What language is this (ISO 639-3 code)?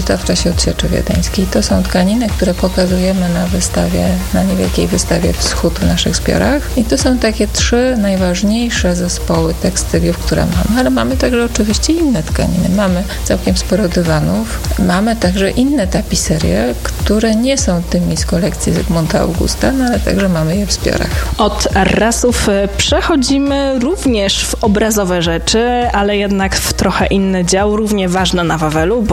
pol